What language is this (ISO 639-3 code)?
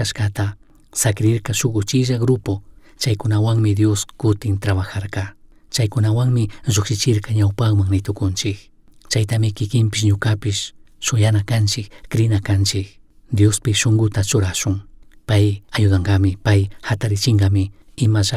qug